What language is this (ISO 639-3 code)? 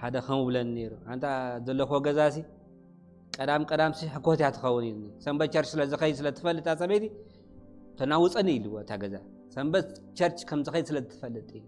tir